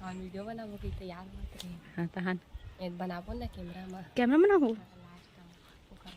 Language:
Chhattisgarhi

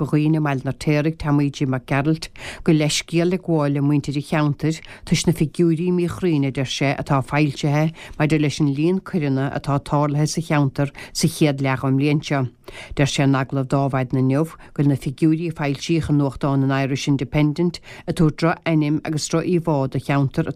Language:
Irish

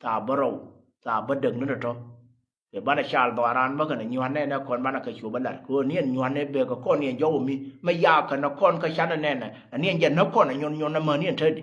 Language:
Nuer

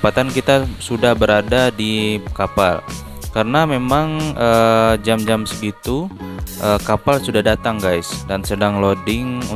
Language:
Indonesian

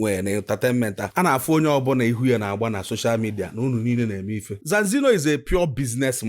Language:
Igbo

